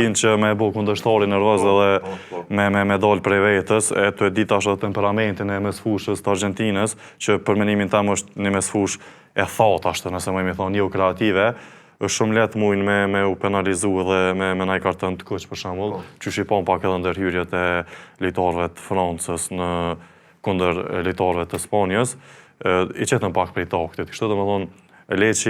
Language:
Albanian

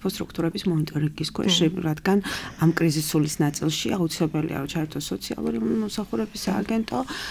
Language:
Georgian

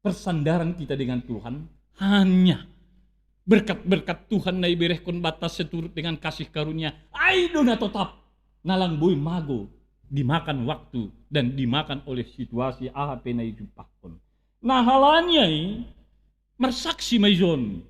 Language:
Batak Simalungun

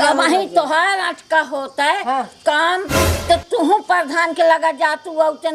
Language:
Awadhi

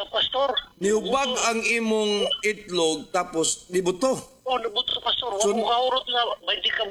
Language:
Cebuano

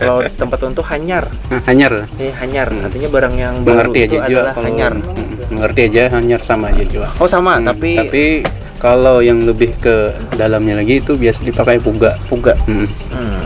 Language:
Banjar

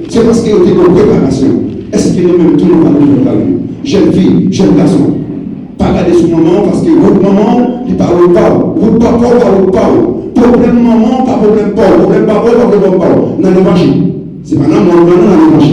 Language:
Haitian Creole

